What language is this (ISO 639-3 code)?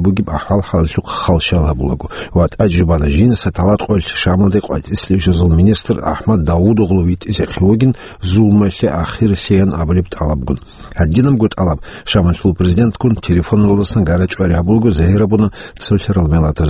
ava